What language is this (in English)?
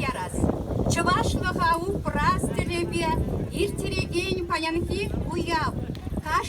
Chuvash